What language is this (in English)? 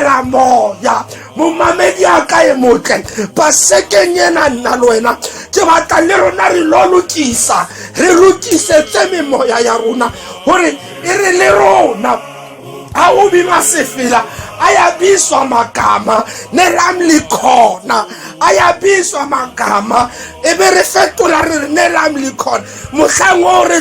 Tswana